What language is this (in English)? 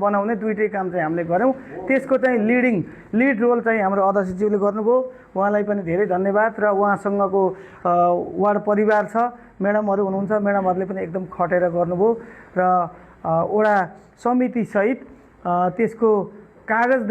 Nepali